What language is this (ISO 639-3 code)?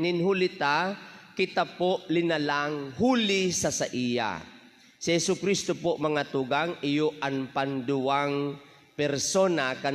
bik